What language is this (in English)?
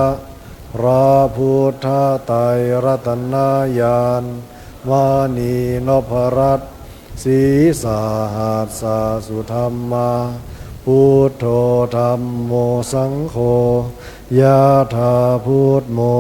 Pali